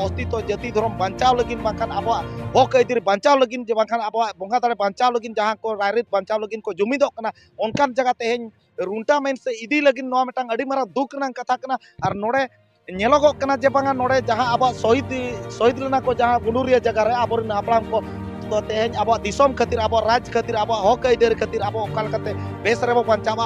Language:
Santali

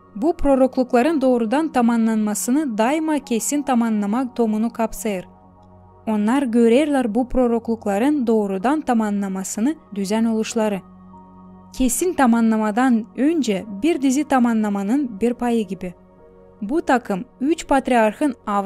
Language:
Gagauz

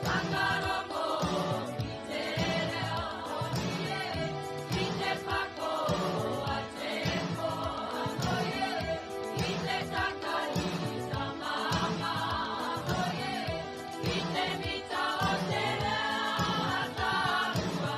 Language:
Māori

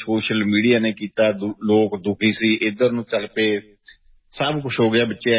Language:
Punjabi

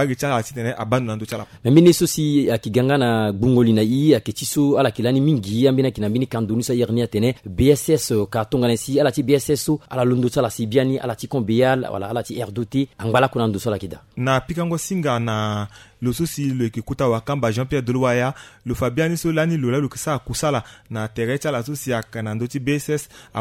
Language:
Sango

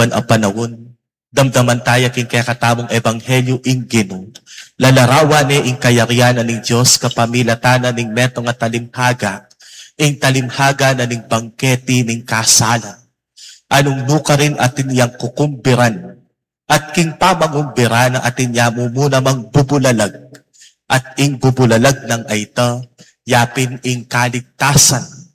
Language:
Pampanga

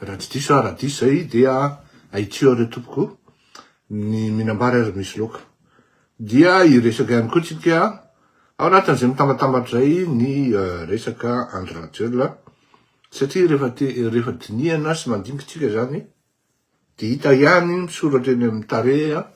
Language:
Malagasy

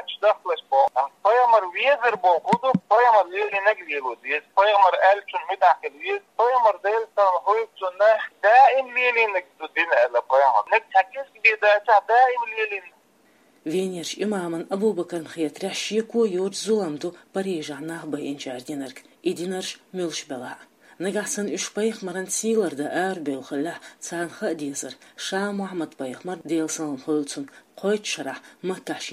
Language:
Chechen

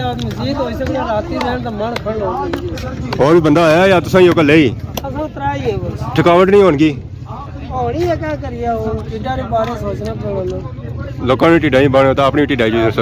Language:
Pahari-Potwari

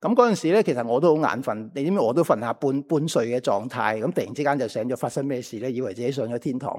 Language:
Cantonese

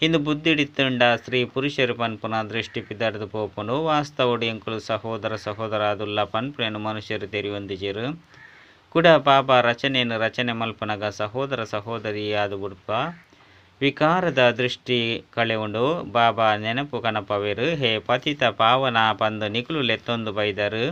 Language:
Tulu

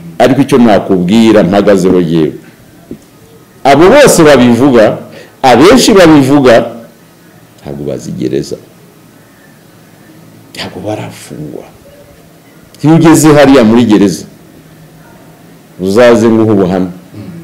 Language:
Kinyarwanda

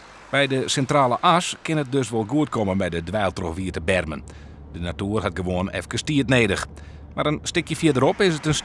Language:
Western Frisian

